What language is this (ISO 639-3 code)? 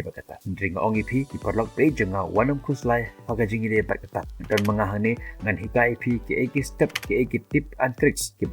kha